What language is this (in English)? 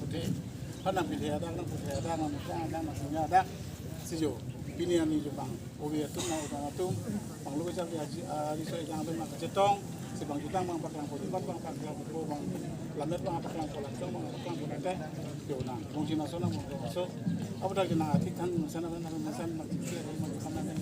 Karbi